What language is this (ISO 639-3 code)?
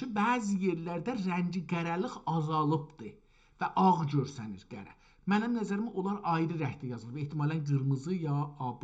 azb